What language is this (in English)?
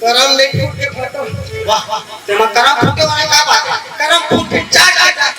Chhattisgarhi